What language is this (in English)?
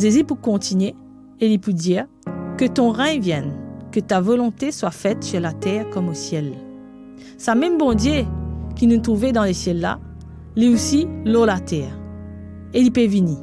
Morisyen